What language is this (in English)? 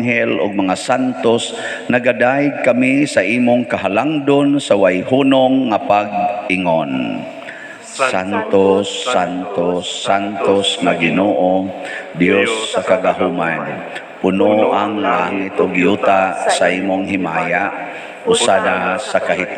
Cebuano